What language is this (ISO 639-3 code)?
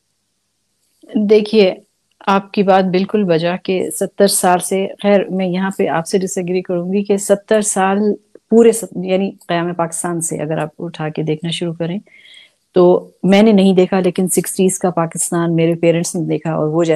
urd